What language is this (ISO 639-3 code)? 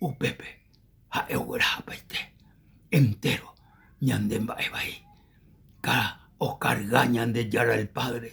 grn